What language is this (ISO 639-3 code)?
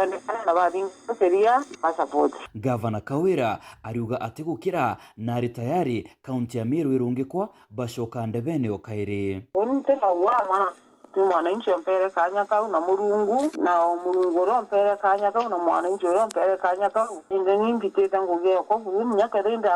mer